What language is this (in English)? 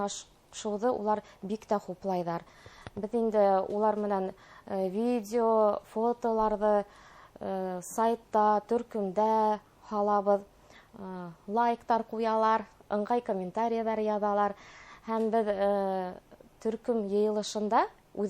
Bashkir